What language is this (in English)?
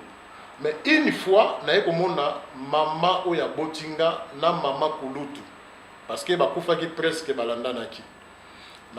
Lingala